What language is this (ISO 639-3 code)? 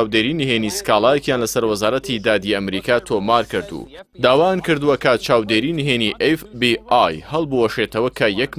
ckb